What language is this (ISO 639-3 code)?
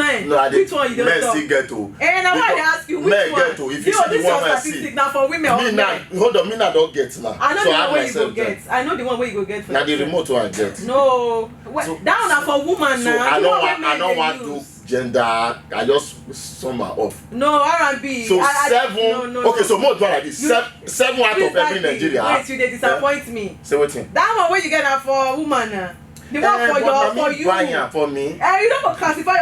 pcm